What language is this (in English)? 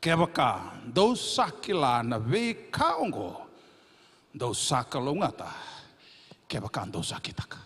Fijian